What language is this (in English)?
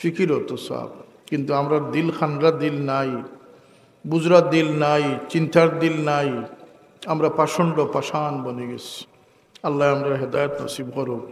Sylheti